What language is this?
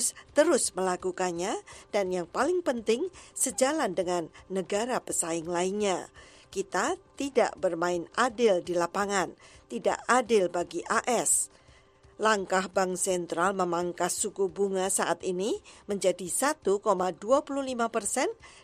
Indonesian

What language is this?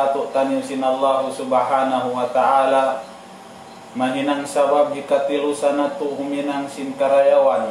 Tausug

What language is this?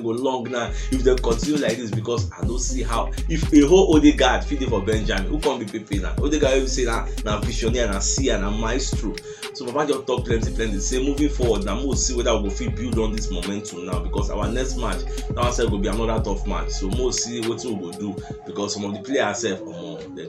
Nigerian Pidgin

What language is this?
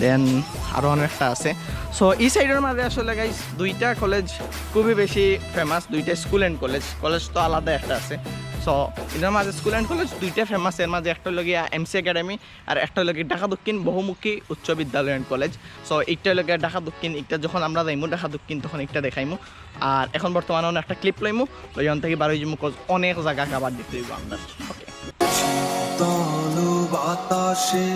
Sylheti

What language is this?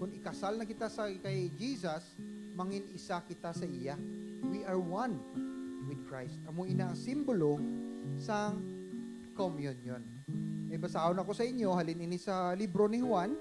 Hiligaynon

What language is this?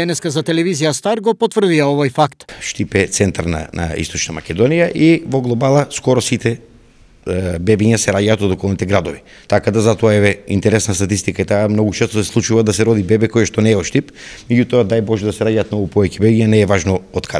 Macedonian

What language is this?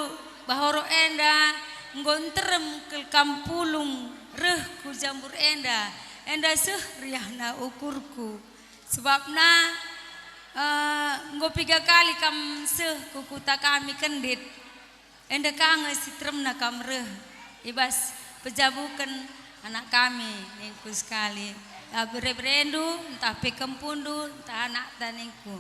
Batak Karo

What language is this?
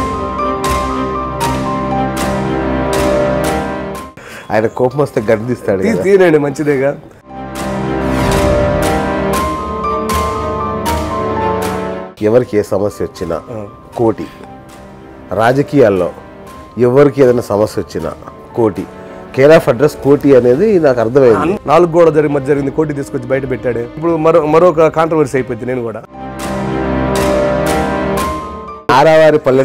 Telugu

